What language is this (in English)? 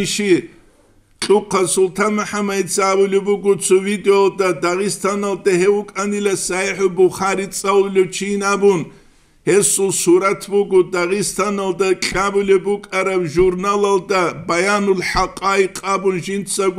Avaric